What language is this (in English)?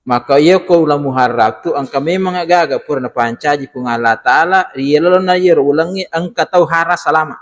Buginese